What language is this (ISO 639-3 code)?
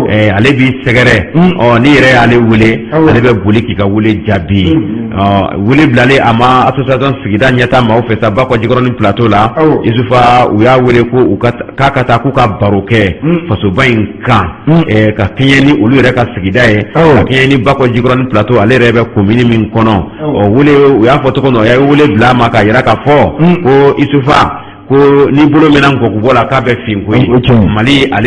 bam